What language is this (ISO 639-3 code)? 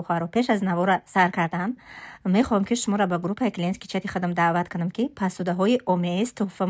tgk